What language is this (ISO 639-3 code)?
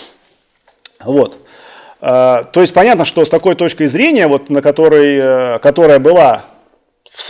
rus